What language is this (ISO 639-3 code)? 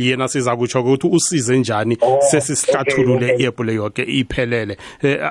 nbl